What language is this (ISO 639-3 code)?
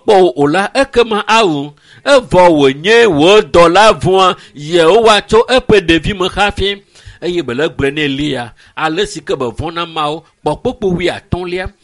ewe